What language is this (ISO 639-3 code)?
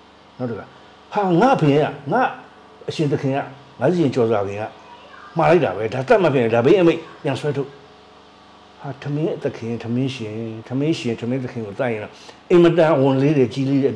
mya